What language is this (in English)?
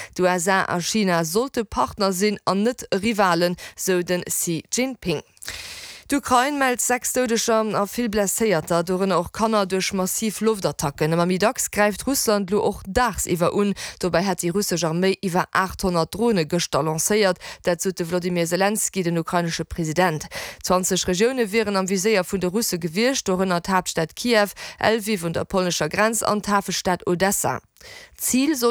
Luxembourgish